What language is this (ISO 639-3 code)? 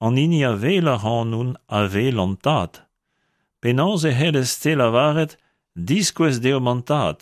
bre